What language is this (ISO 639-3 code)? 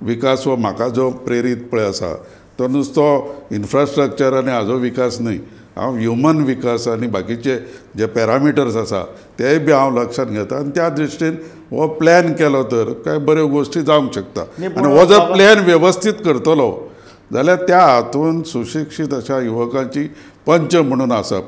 kok